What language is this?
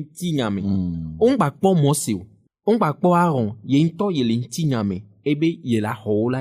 Ewe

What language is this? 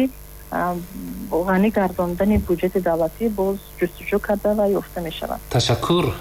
Tajik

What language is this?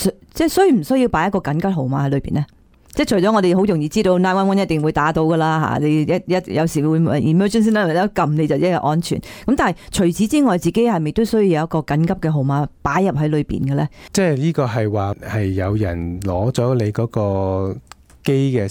Cantonese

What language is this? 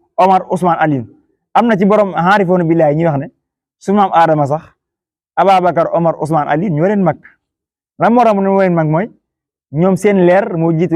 Wolof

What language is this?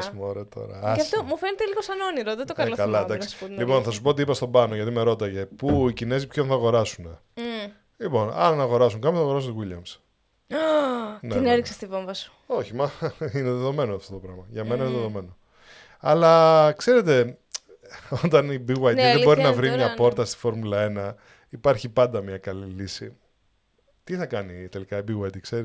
Greek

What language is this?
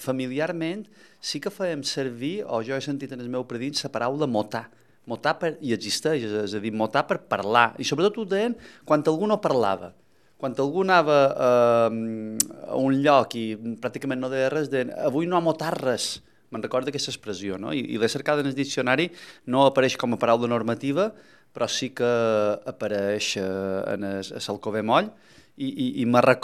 Catalan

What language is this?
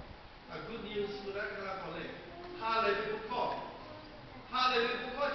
Lahu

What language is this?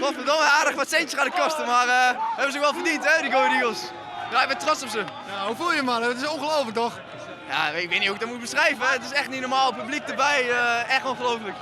Western Frisian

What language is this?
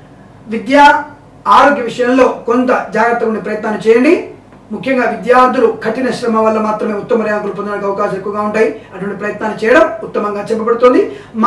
Telugu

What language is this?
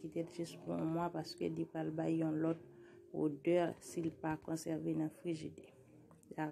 Haitian Creole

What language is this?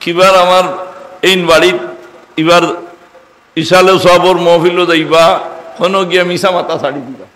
Sylheti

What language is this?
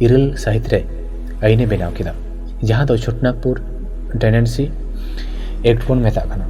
Santali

